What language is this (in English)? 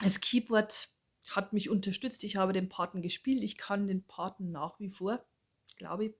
Bavarian